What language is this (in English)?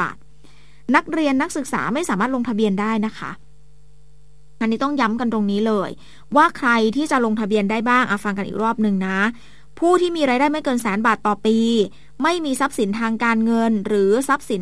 Thai